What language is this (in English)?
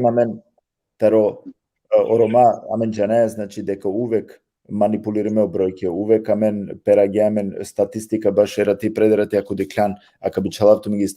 Balkan Romani